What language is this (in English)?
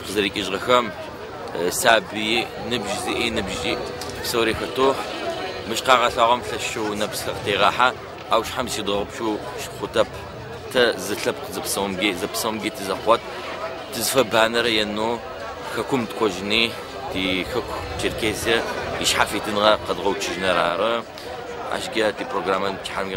Adyghe